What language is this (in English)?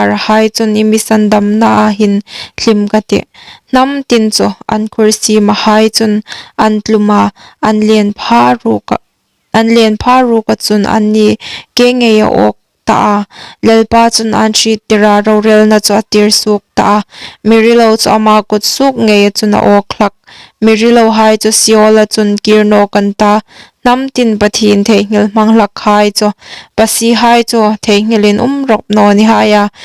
Hmar